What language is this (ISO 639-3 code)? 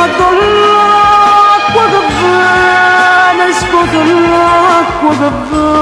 nap